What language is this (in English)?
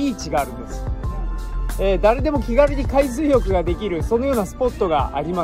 Japanese